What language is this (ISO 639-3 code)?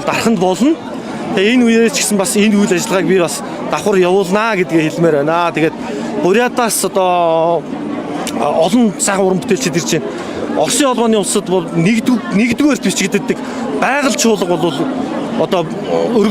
mon